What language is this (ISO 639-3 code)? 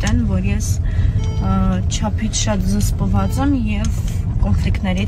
hye